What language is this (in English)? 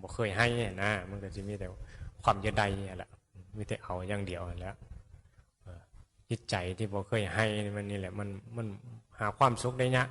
Northeastern Thai